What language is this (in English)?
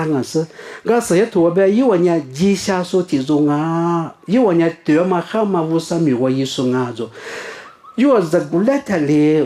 Lisu